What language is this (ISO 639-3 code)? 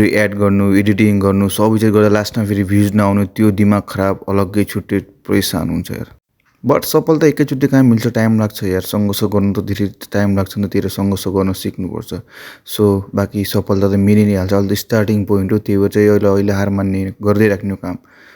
nep